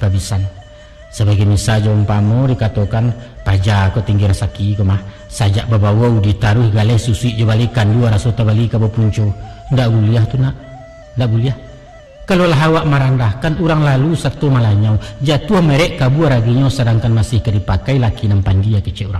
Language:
Minangkabau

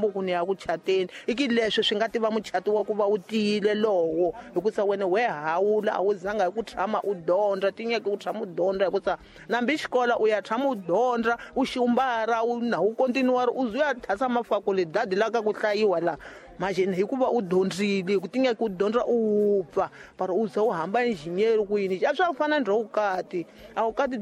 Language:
Tsonga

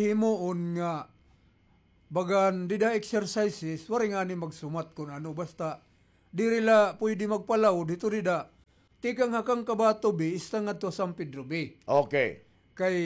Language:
Waray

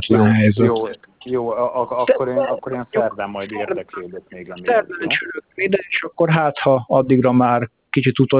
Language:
Hungarian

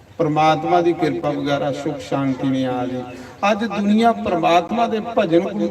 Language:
Dogri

